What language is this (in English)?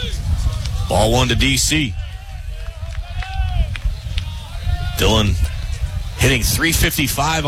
English